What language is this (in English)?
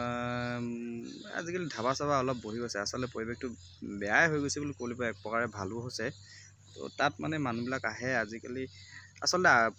Assamese